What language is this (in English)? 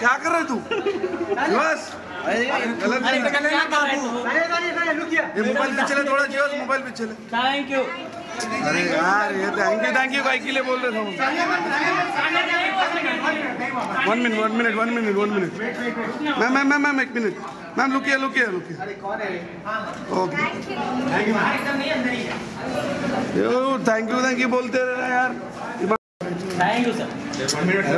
Hindi